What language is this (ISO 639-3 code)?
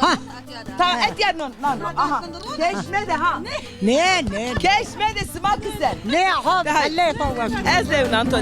zza